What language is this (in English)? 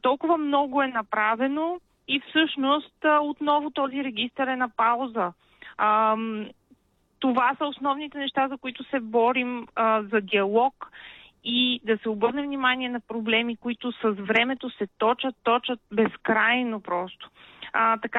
Bulgarian